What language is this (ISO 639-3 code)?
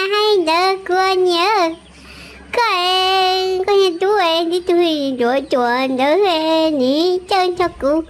hmn